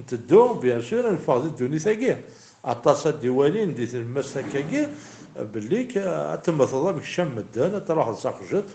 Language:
Kabyle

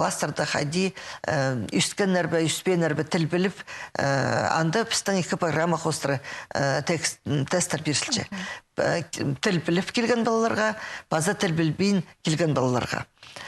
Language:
Khakas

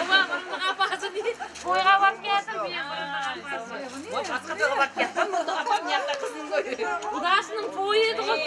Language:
Kara-Kalpak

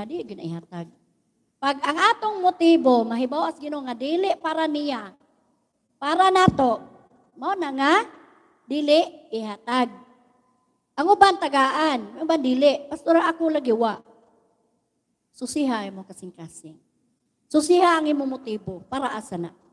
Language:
Cebuano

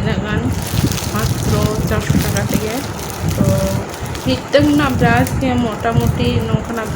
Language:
Santali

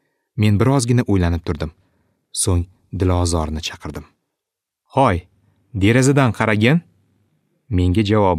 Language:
Uzbek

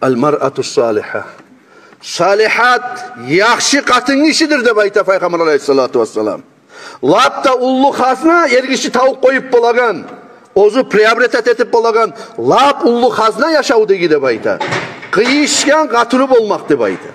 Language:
Kumyk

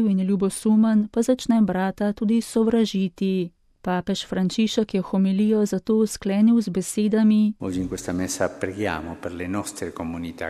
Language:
Slovenian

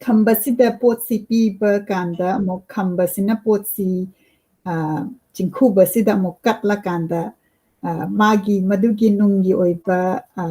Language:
Manipuri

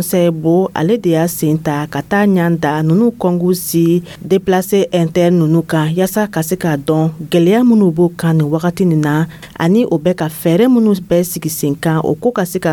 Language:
Dyula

